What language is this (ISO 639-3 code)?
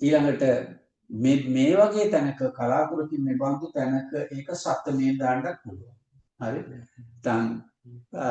sin